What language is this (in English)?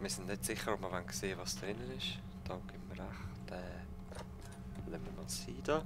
Swiss German